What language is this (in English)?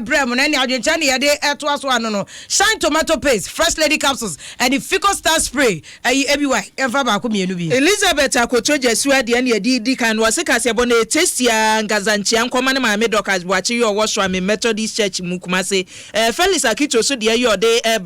Akan